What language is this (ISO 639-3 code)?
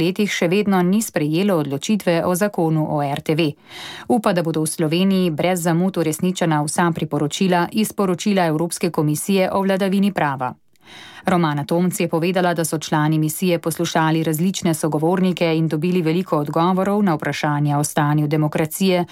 slv